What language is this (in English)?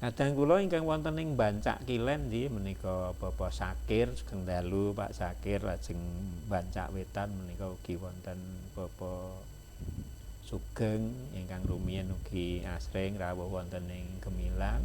Javanese